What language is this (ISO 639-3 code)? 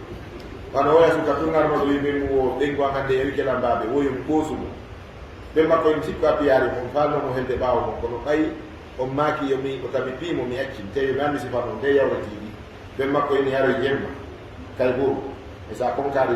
ful